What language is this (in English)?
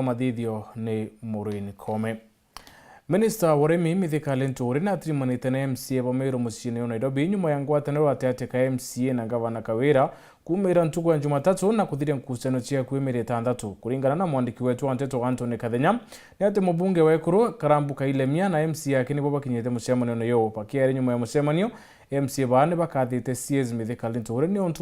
Meru